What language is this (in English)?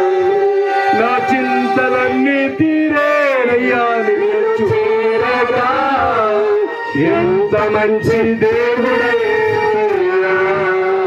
Telugu